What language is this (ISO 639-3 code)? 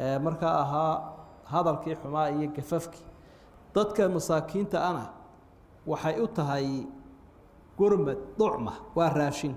som